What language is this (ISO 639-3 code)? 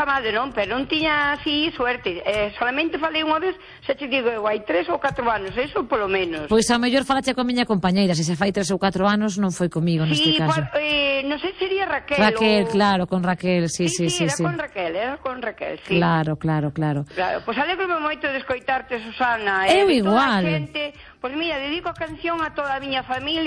glg